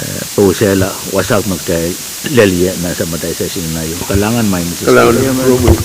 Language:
Pohnpeian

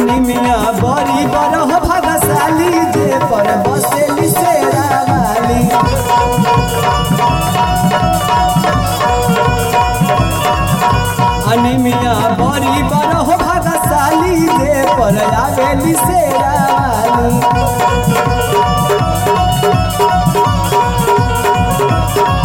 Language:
Bhojpuri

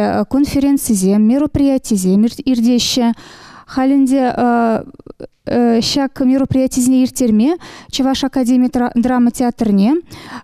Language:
Chuvash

